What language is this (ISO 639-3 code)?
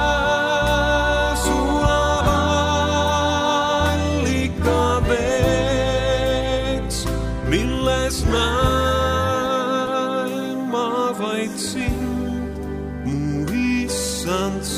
est